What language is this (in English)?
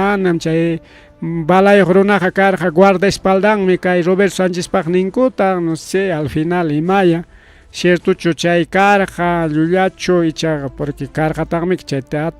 Ayacucho Quechua